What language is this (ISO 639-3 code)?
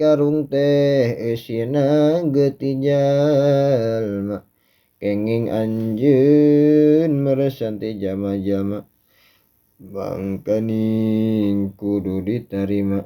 sun